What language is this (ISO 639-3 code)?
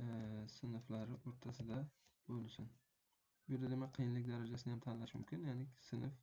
uzb